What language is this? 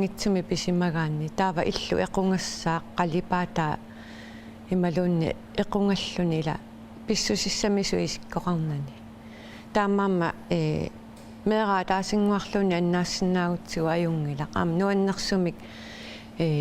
Kalaallisut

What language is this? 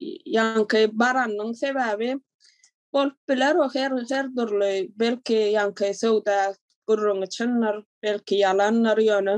Turkmen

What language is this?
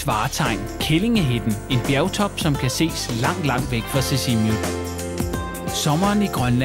Danish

